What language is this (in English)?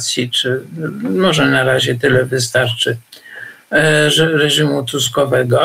Polish